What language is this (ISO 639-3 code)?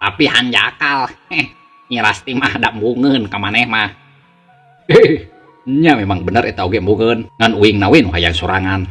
sun